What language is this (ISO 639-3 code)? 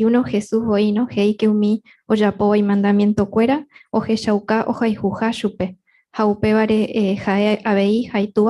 grn